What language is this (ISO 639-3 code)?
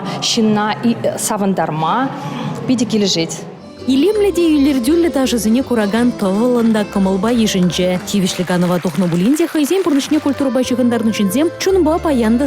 chv